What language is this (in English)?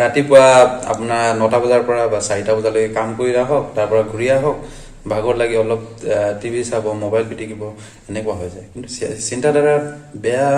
Assamese